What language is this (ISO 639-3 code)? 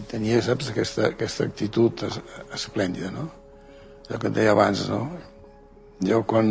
cat